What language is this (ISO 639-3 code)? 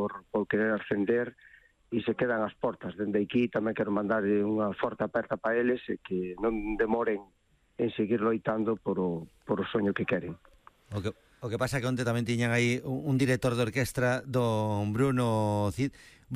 glg